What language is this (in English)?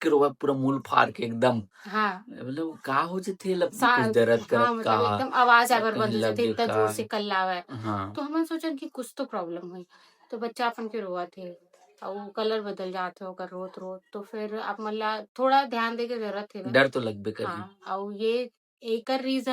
Chhattisgarhi